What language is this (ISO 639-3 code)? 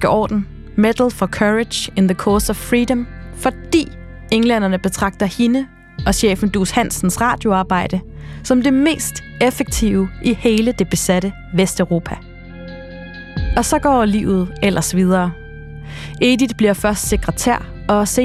dan